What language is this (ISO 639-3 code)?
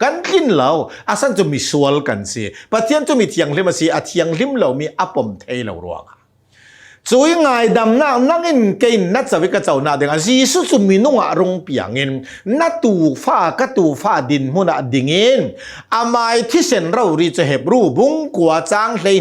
cnh